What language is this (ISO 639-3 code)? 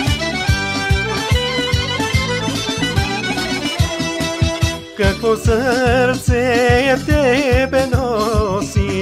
bul